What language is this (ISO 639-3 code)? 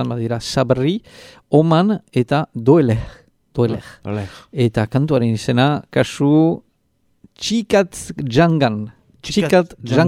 eus